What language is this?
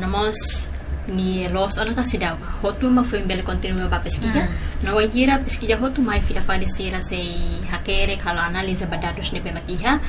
Tetum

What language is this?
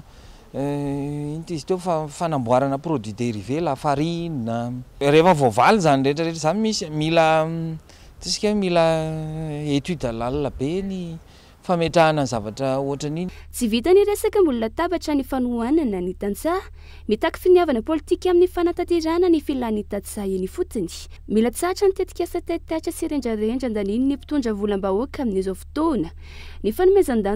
Malagasy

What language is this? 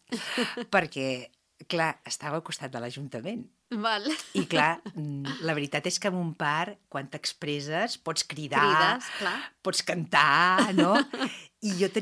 Catalan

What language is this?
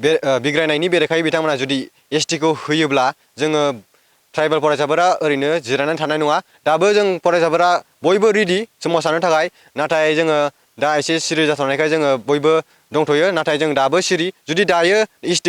Bodo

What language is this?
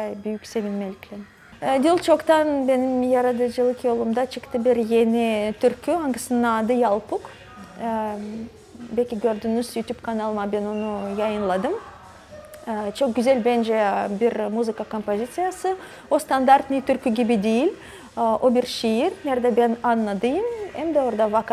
Gagauz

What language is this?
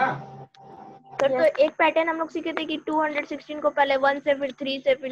Hindi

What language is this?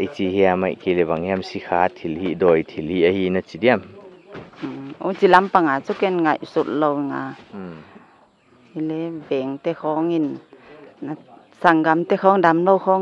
Paite Chin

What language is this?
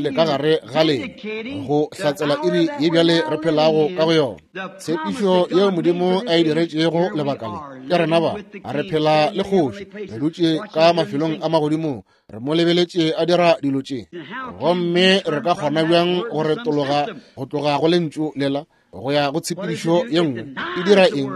Northern Sotho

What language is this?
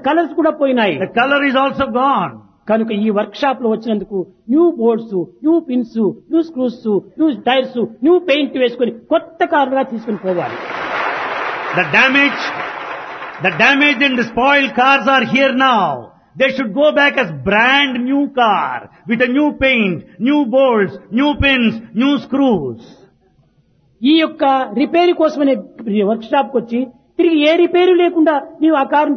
Telugu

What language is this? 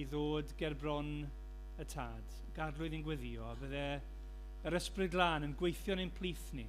Welsh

